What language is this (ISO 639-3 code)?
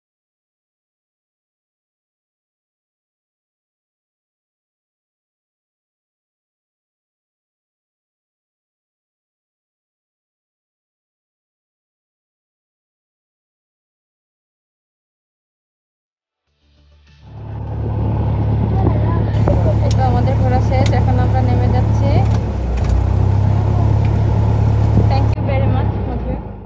ben